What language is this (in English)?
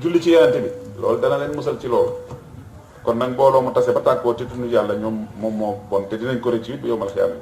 Wolof